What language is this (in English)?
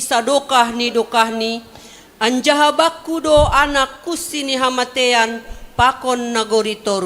Batak Simalungun